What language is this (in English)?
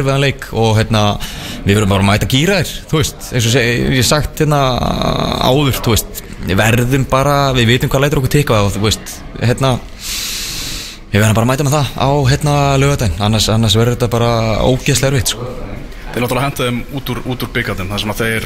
Icelandic